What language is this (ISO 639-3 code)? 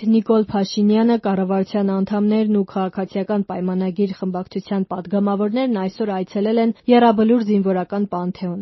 hye